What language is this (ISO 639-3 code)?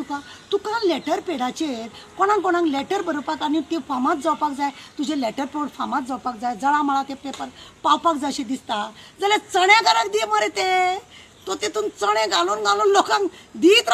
kok